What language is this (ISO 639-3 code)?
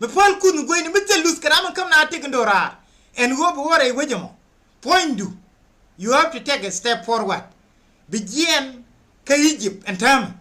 nus